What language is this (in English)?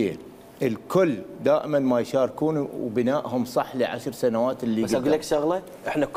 Mesopotamian Arabic